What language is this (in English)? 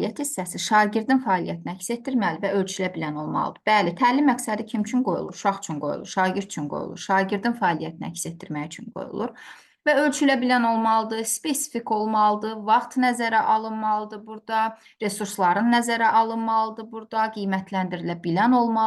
Azerbaijani